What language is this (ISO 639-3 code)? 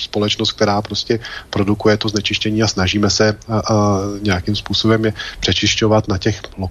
ces